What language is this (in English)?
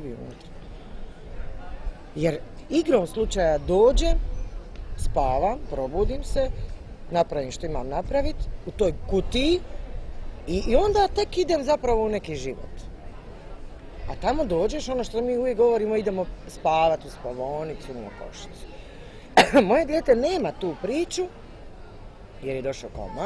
Croatian